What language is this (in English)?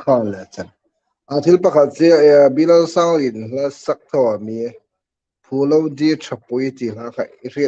Hmar